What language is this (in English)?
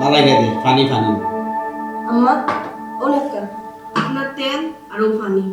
Sylheti